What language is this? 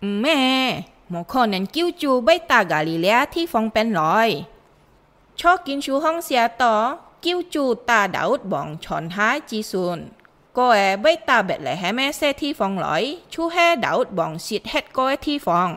Hakka Chinese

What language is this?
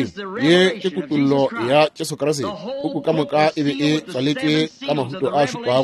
Northern Sotho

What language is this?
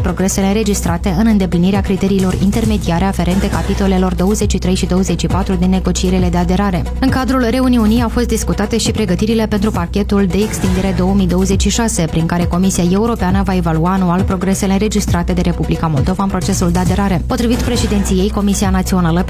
Romanian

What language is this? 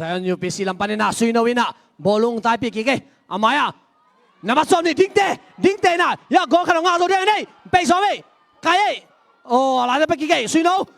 Tedim Chin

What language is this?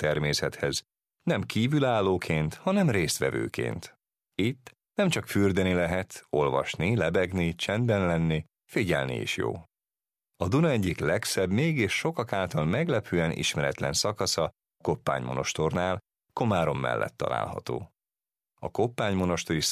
Hungarian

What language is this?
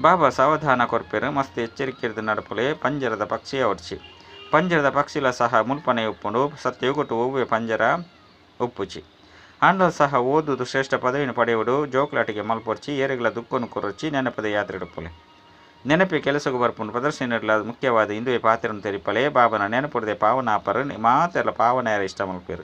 Tulu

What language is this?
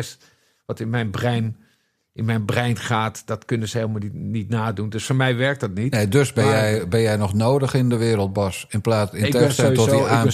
Dutch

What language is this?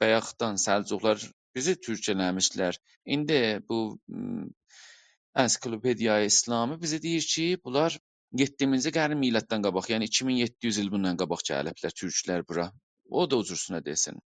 South Azerbaijani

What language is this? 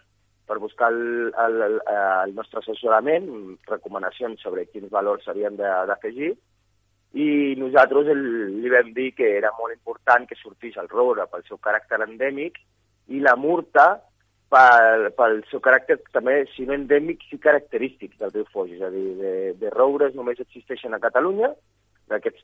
Catalan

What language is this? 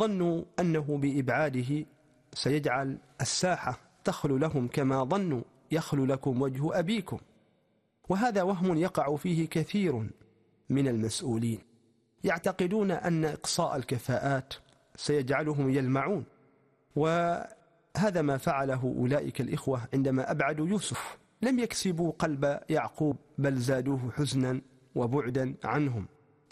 Arabic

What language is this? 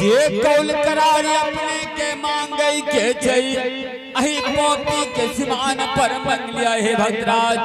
Angika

